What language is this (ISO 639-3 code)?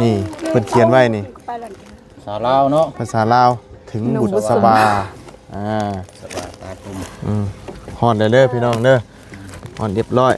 lao